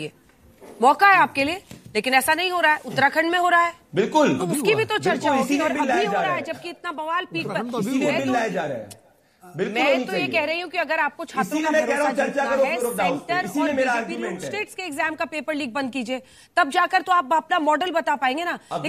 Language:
Hindi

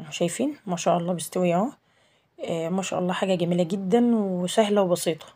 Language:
Egyptian Arabic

